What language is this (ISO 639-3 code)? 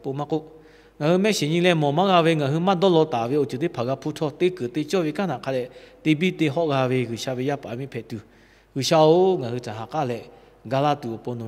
lhu